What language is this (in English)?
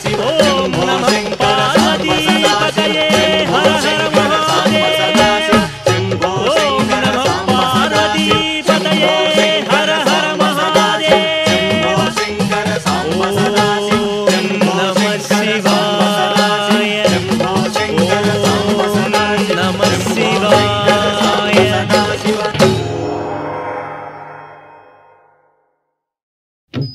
Telugu